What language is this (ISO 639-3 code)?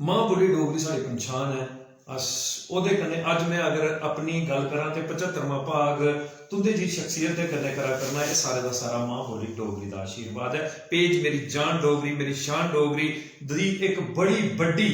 doi